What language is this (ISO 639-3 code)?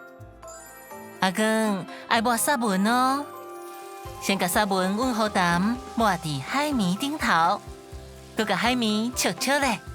nan